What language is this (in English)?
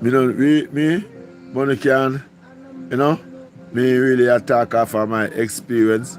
Jamaican Creole English